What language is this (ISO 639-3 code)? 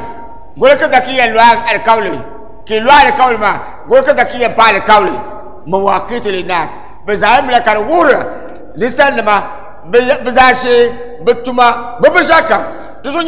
dag